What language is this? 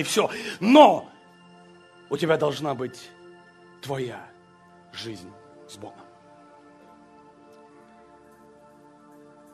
Russian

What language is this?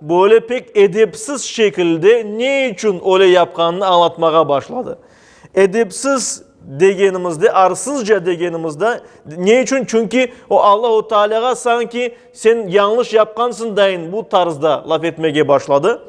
Crimean Tatar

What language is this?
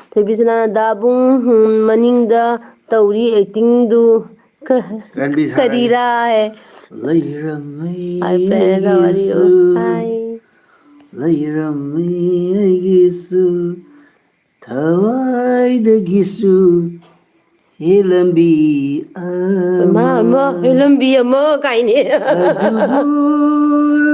Manipuri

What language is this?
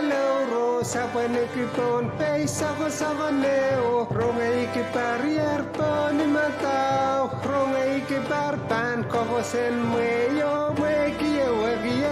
Pohnpeian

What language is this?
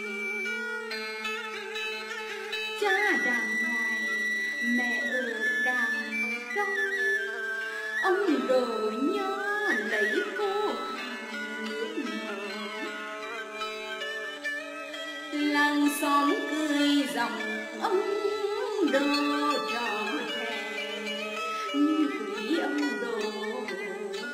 Vietnamese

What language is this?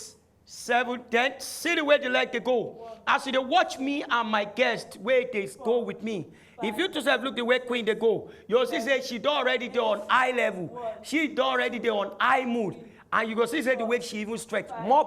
Nigerian Pidgin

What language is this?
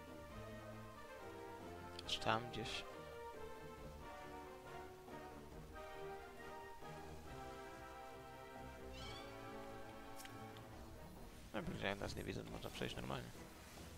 Polish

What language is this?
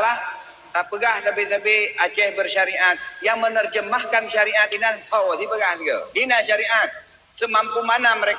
Achinese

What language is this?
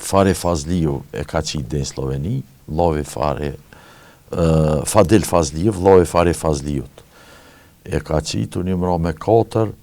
Albanian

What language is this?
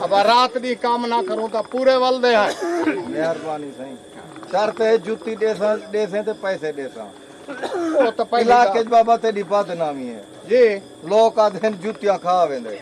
Saraiki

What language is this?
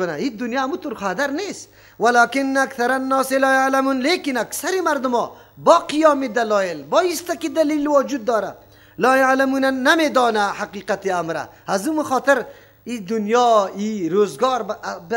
Persian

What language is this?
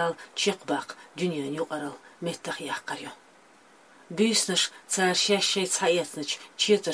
Chechen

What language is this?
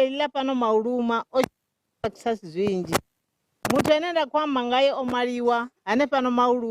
Venda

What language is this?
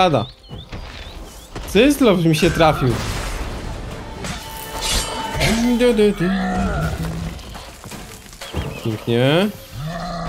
Polish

